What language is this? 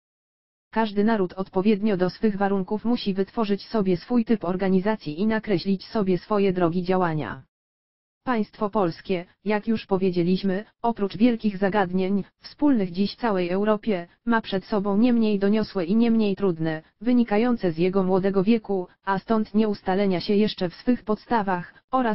Polish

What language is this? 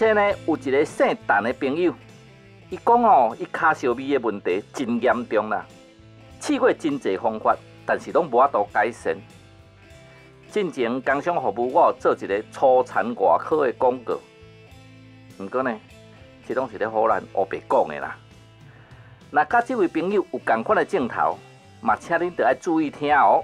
Min Nan Chinese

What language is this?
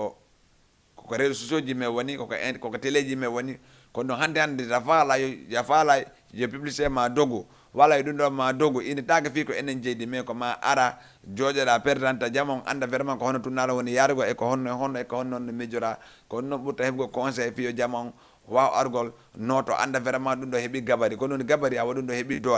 Fula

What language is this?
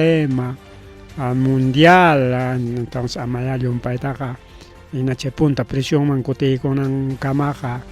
Ayacucho Quechua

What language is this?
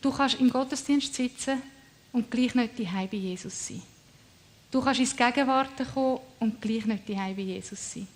Swiss German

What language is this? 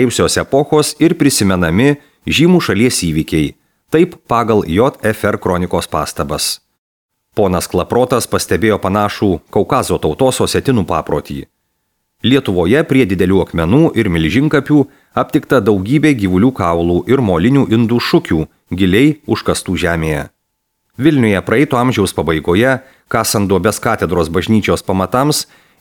Lithuanian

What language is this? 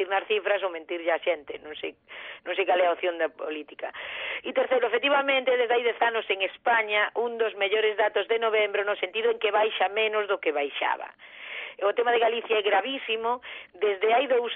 Galician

